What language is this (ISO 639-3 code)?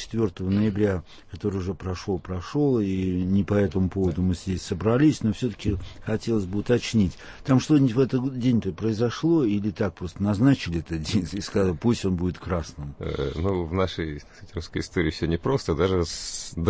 rus